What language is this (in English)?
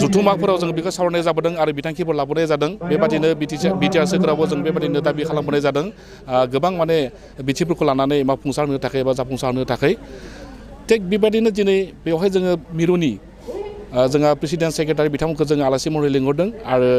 Bodo